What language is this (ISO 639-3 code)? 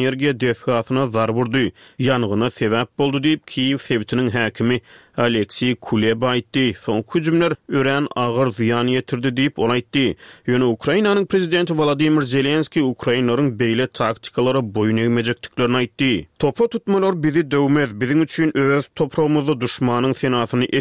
tuk